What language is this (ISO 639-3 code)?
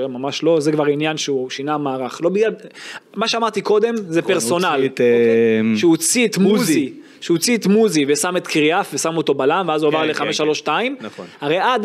heb